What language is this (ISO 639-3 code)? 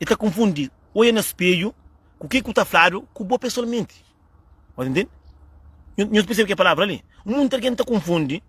kea